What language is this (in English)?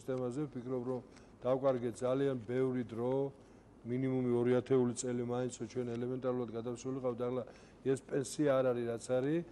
Georgian